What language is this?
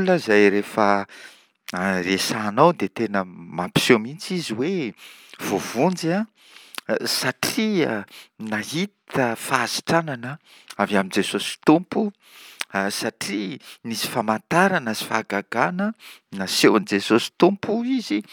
Malagasy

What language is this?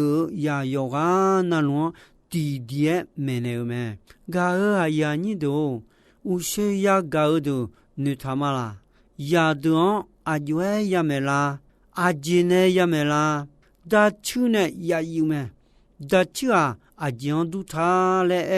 Akha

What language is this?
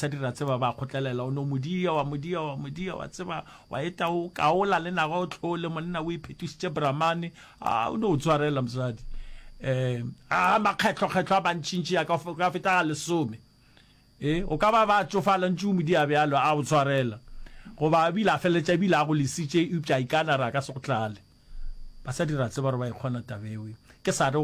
Northern Sotho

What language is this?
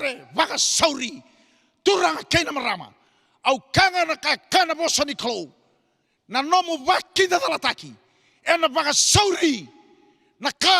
Fijian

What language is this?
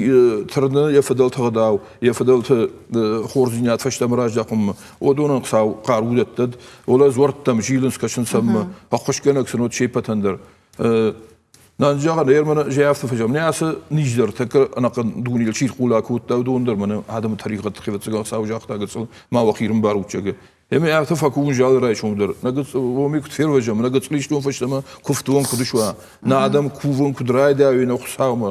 Ossetic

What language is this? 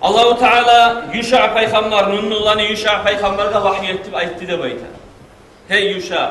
Kumyk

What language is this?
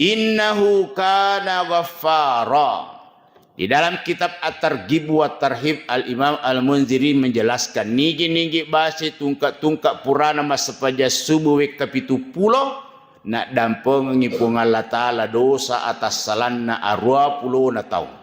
Buginese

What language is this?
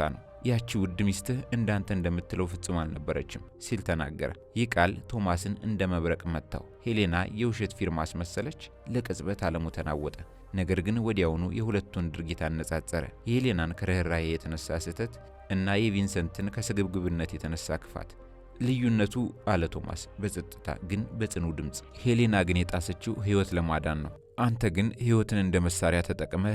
Amharic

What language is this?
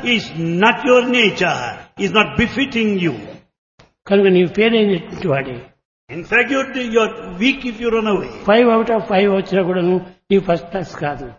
Telugu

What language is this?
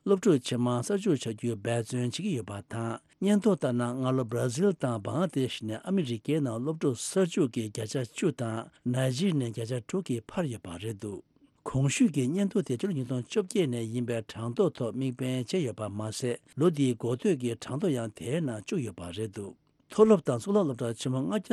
Tibetan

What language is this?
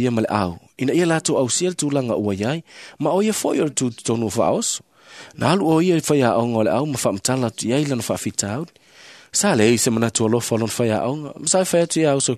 Samoan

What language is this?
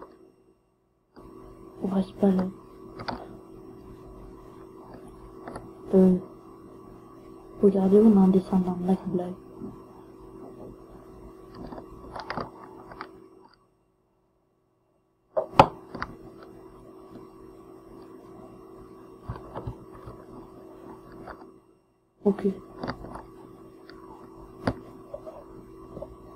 French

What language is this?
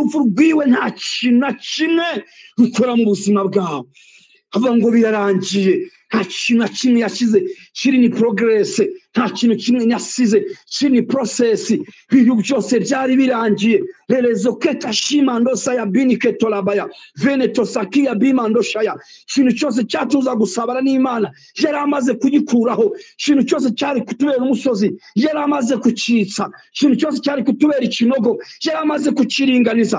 Kinyarwanda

